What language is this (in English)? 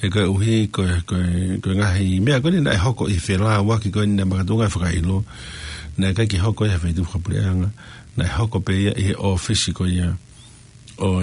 Tongan